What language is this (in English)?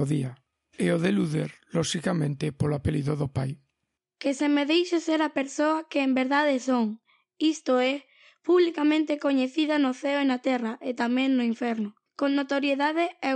Galician